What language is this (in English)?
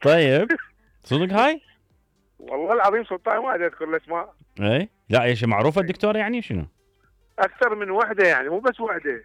Mesopotamian Arabic